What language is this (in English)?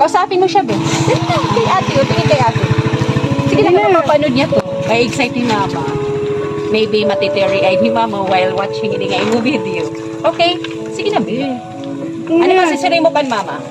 Waray